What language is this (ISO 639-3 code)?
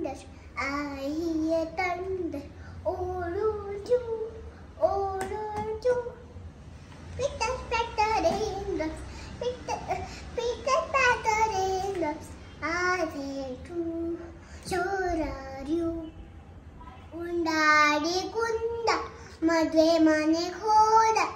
kan